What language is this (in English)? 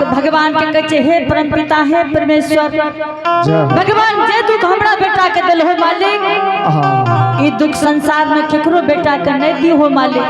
Angika